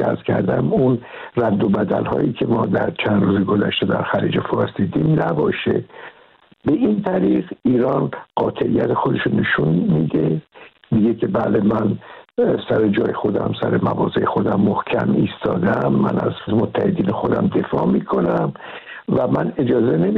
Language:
Persian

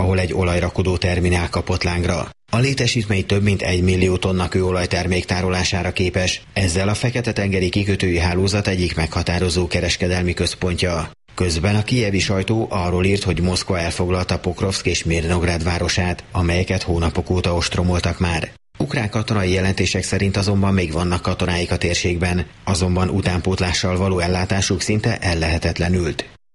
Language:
Hungarian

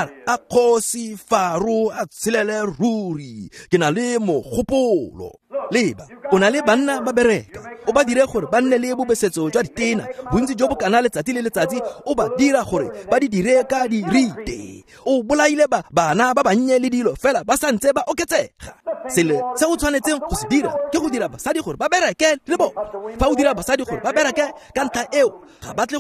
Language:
Tswana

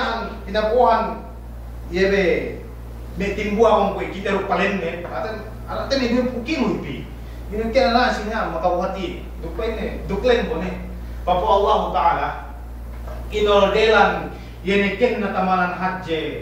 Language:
Yakan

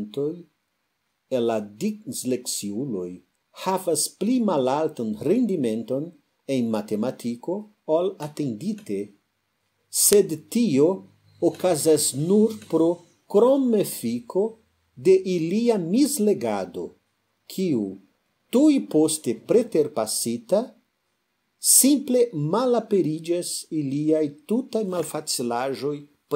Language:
Esperanto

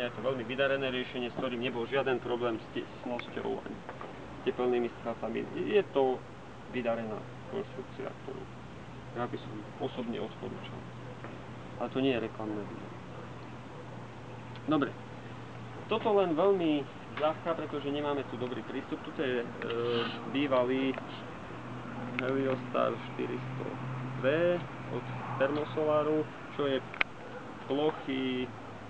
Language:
Slovak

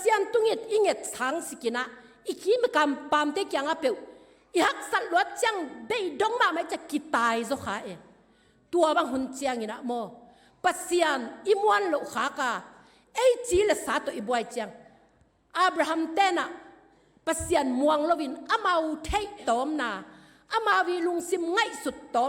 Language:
Tedim Chin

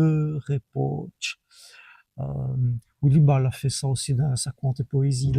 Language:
Walloon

